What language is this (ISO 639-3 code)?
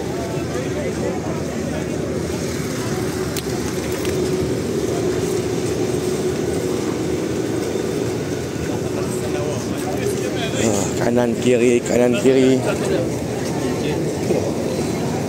msa